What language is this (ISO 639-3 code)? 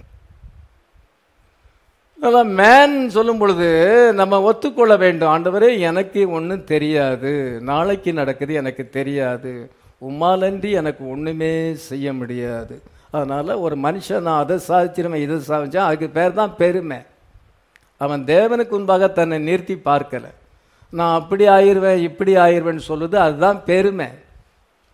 tam